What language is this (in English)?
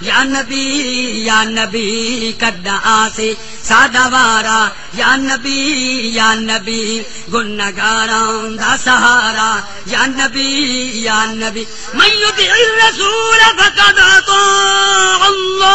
Saraiki